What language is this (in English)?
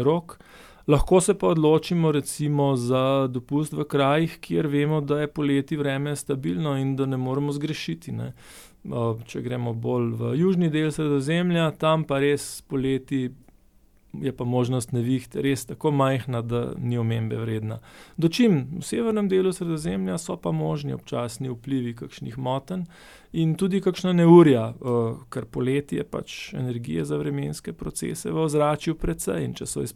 Slovenian